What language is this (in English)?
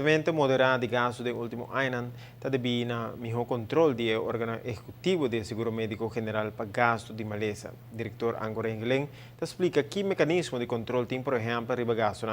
Papiamento